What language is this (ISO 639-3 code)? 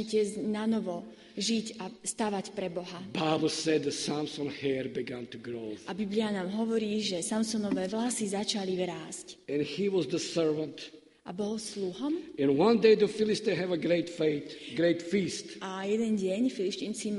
slk